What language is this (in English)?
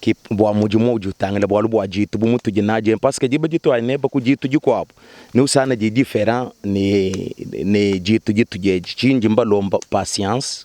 Luba-Lulua